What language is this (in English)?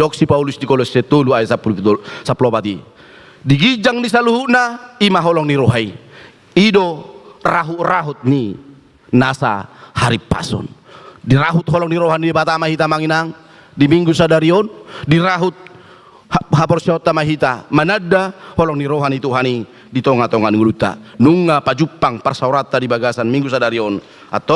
Batak Toba